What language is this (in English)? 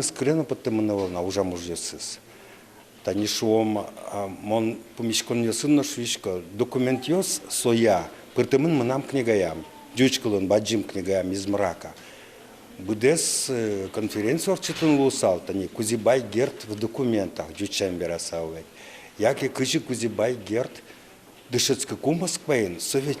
Udmurt